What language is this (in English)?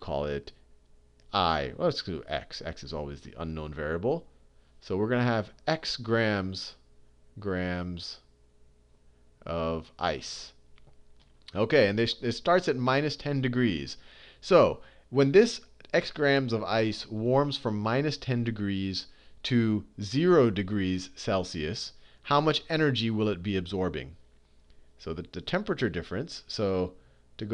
English